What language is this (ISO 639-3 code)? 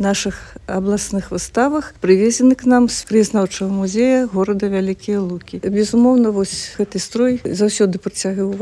bel